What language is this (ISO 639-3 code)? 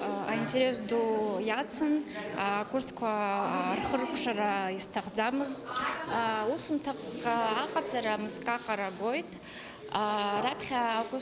abk